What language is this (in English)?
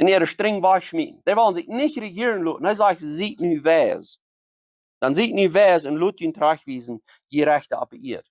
Plautdietsch